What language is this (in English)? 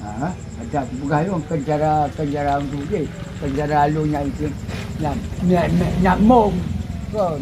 Achinese